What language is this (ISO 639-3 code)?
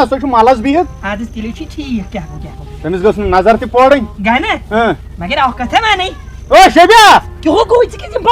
kas